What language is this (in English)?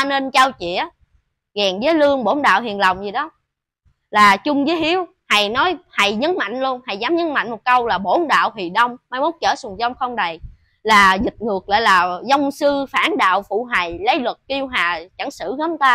Vietnamese